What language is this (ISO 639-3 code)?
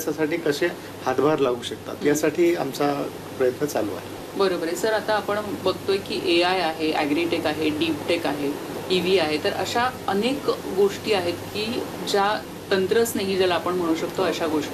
mar